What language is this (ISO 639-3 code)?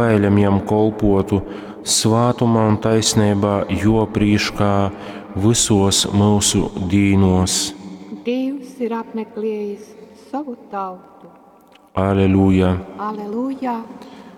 ltg